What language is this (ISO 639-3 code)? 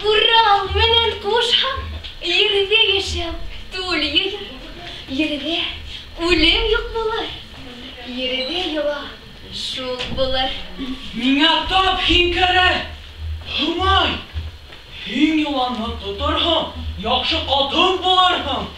bak